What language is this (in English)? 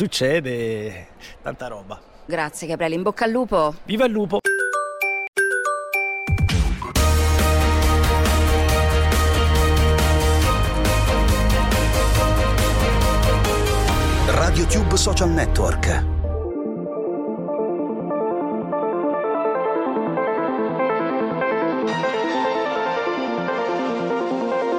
Italian